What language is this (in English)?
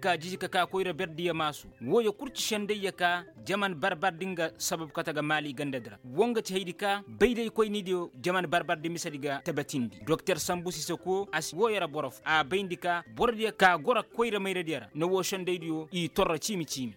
Koyraboro Senni